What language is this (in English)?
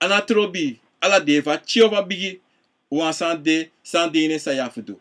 Sranan Tongo